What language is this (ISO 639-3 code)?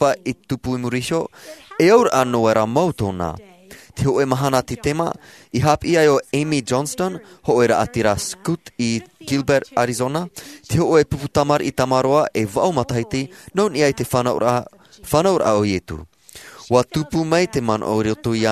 tah